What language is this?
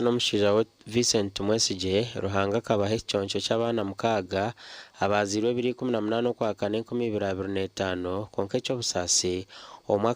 Nyankole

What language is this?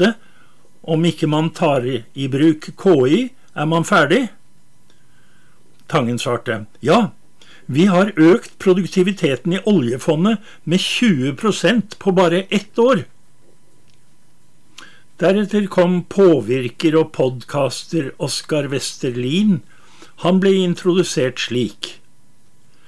Norwegian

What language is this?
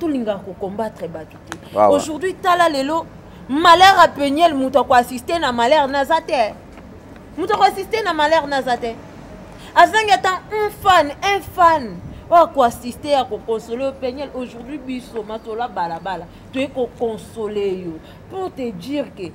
Lingala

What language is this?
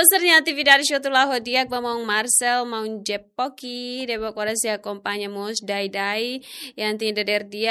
Tetum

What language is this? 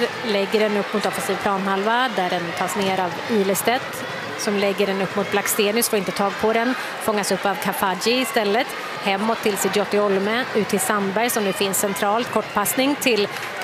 Swedish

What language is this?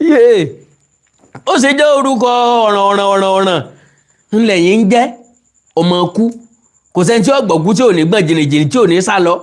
Yoruba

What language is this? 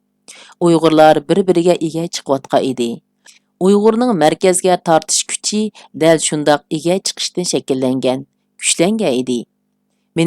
Uyghur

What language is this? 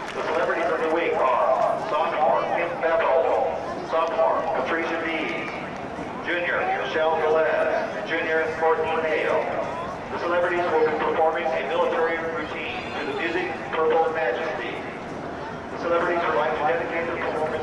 English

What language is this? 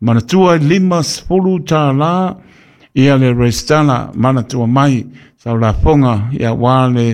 Samoan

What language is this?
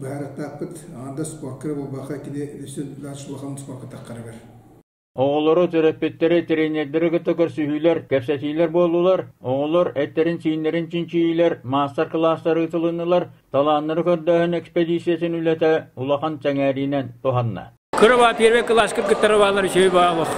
Yakut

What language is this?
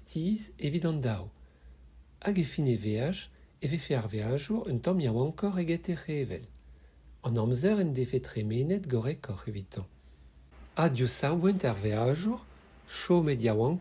Breton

